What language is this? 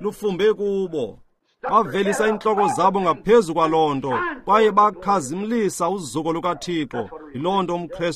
Xhosa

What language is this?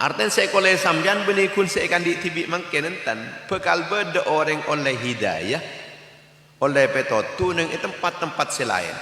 Madurese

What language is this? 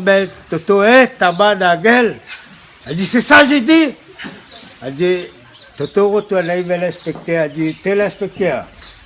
Réunion Creole French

